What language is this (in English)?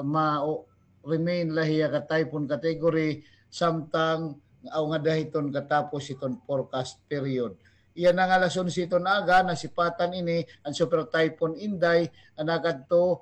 Waray